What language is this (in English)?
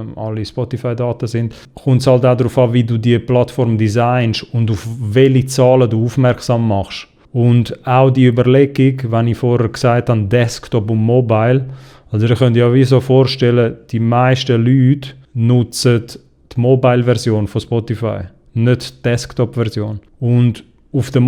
Swiss German